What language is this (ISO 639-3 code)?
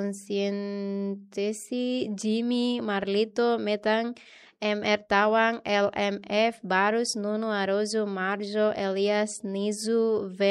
tet